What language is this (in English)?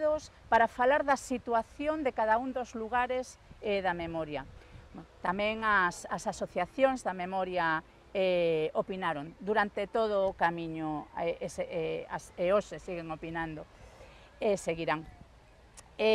Galician